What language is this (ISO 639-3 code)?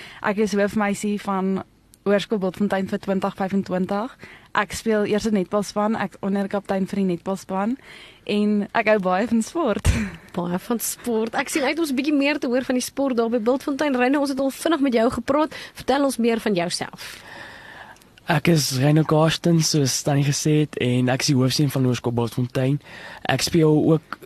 afr